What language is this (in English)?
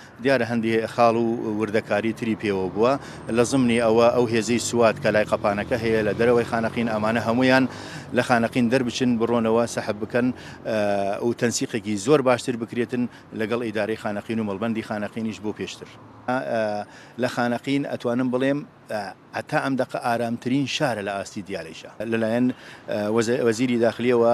Central Kurdish